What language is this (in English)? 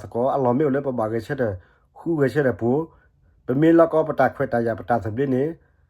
S'gaw Karen